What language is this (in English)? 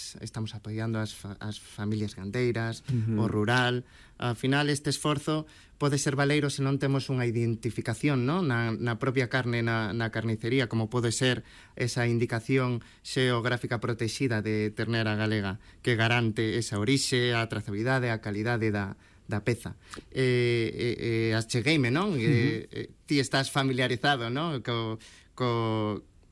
Galician